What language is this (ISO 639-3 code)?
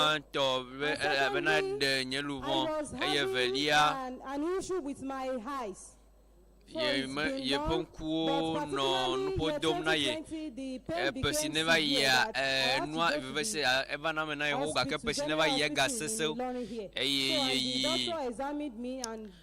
ewe